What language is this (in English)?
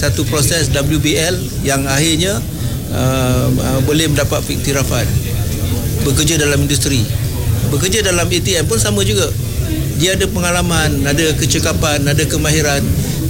Malay